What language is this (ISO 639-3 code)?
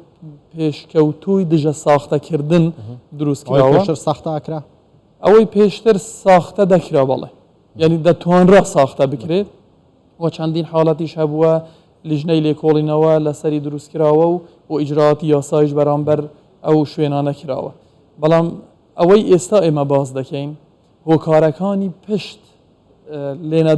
ckb